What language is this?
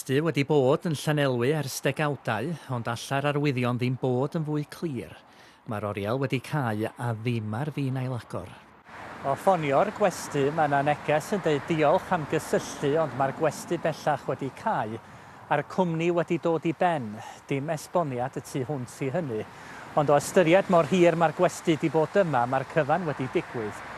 Welsh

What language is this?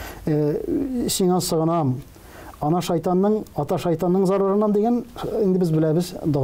Tatar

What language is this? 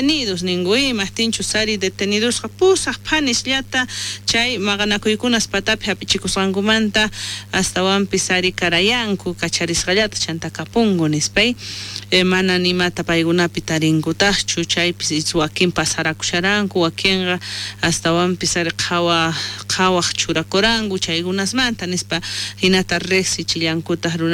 South Bolivian Quechua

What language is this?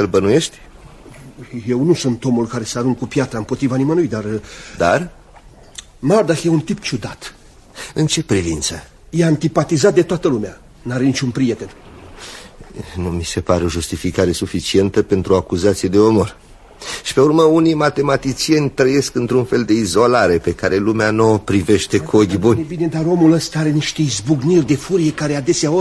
Romanian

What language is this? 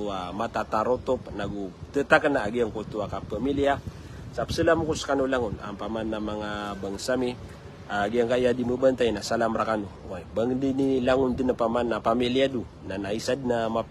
Maranao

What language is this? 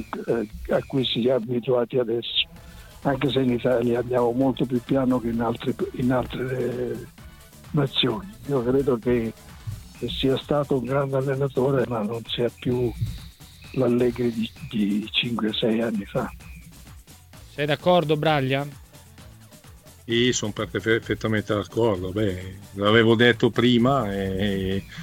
Italian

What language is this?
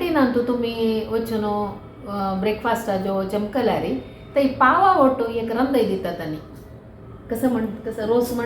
Konkani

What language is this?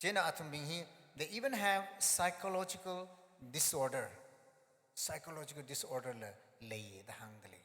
Tangkhul Naga (India)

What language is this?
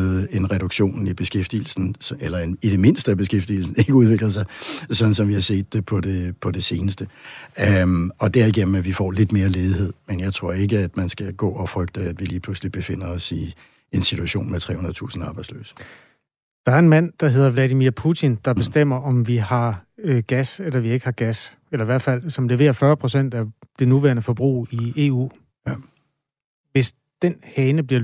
Danish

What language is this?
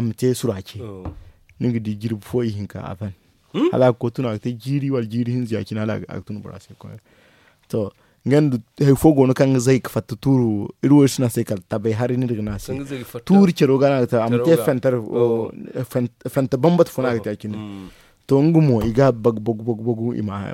Zarma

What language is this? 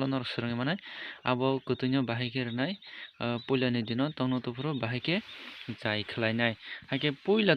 Kok Borok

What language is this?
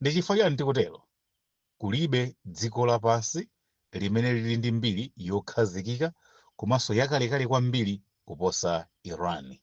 Nyanja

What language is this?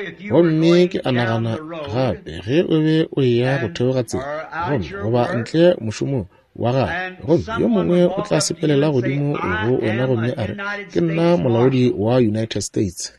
Northern Sotho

